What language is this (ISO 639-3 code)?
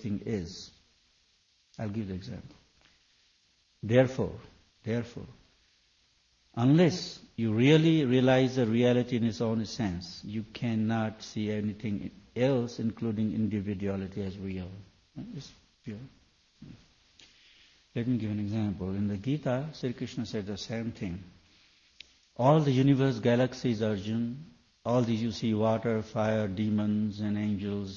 eng